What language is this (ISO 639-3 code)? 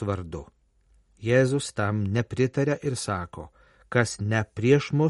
lit